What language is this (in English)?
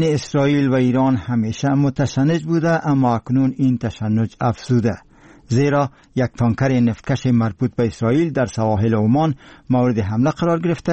Persian